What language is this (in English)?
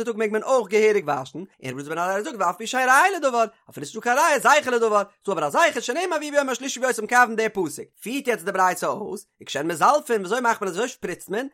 Yiddish